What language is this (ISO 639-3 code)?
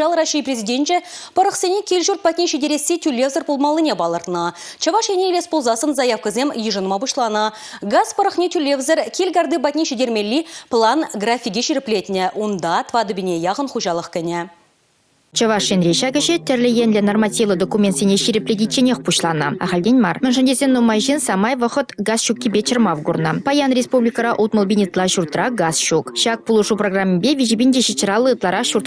chv